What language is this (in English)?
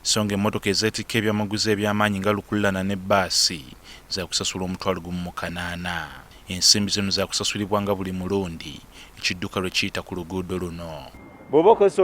Ganda